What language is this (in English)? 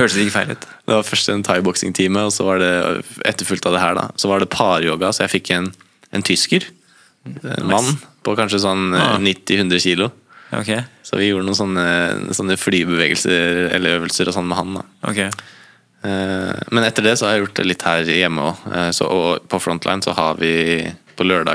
Norwegian